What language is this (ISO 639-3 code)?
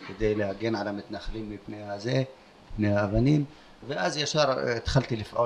heb